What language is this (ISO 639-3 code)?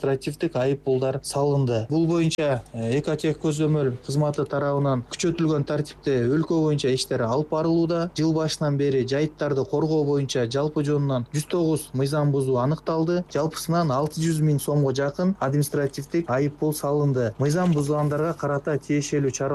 kir